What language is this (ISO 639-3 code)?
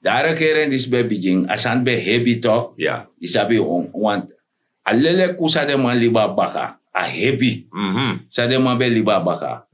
srn